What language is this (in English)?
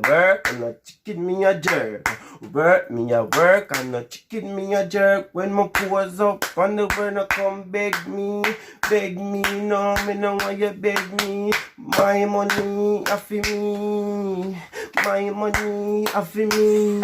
Jamaican Creole English